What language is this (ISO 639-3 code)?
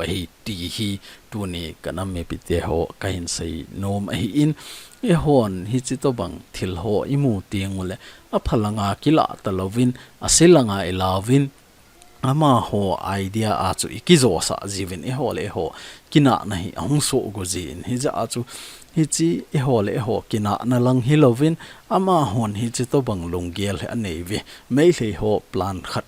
tcz